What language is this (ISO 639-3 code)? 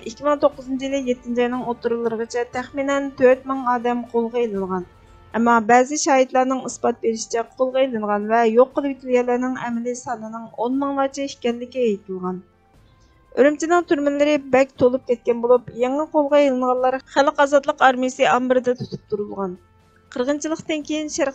uig